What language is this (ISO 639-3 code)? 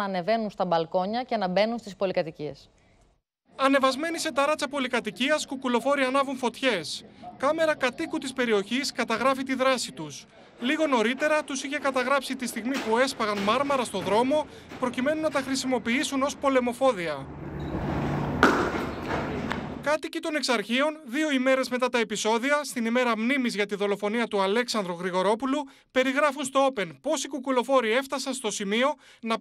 ell